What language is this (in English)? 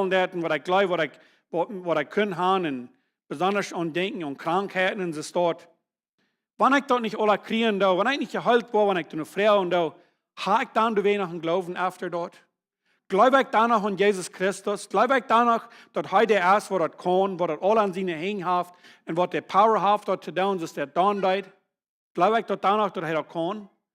Plautdietsch